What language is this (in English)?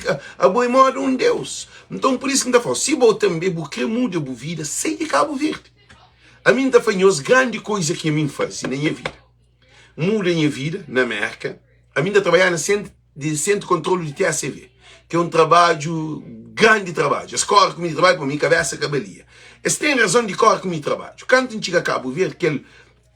Kabuverdianu